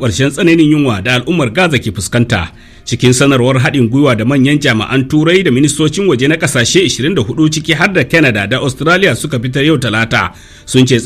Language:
Hausa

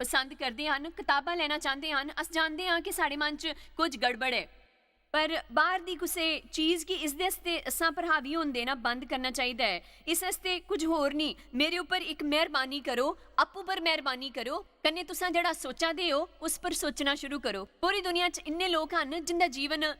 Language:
Dogri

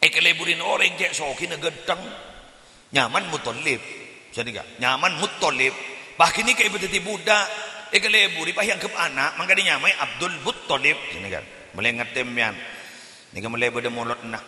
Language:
Madurese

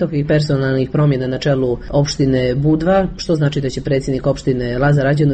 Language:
Serbian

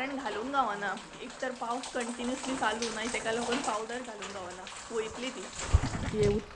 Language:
Konkani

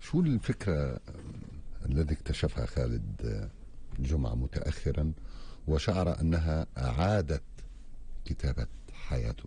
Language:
North Levantine Arabic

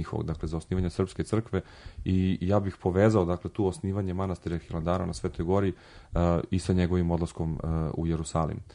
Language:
Serbian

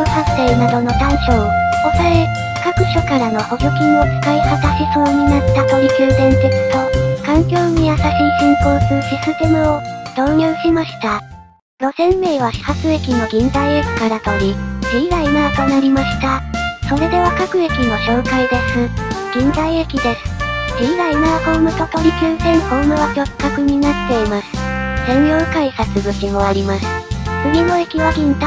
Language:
Japanese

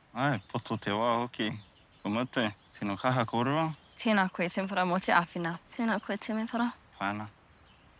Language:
Māori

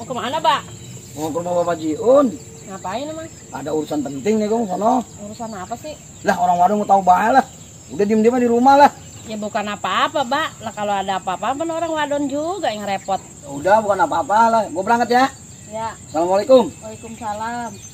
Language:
Betawi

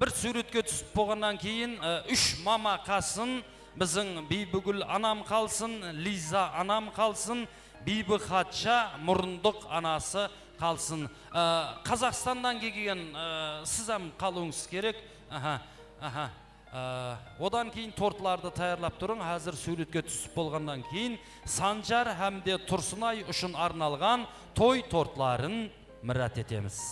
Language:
Kara-Kalpak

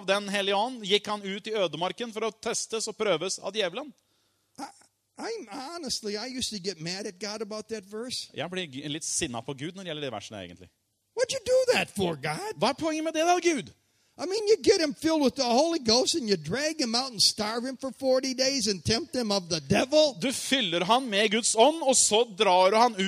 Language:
Norwegian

